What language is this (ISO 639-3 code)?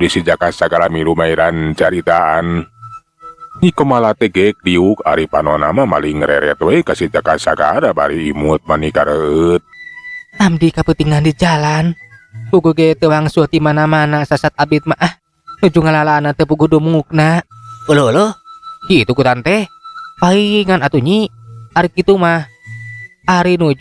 sun